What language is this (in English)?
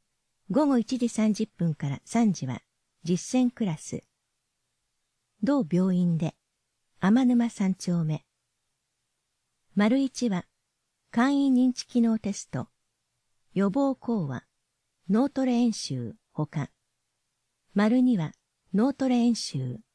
Japanese